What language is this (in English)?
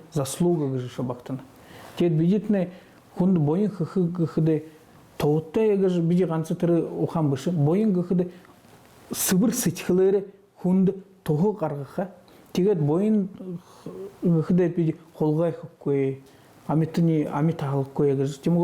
Buriat